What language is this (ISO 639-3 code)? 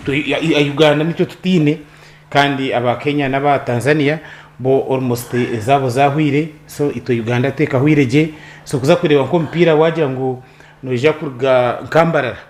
nyn